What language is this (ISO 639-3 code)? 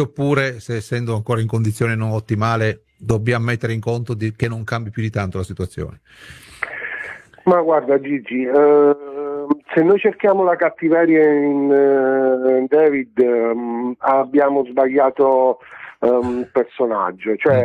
ita